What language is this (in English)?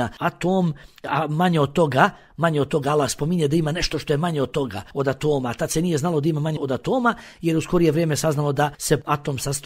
Bosnian